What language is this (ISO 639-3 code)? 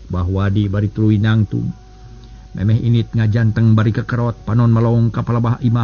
sun